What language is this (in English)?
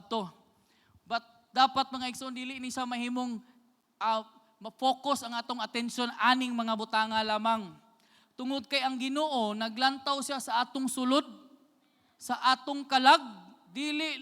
Cebuano